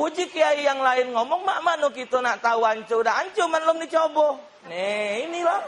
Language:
Musi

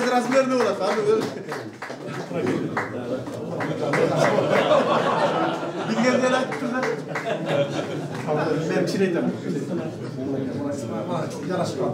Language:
Kyrgyz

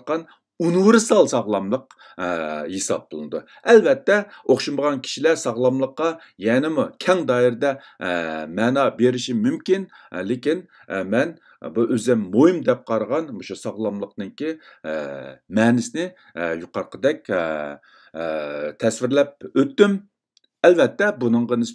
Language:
Uyghur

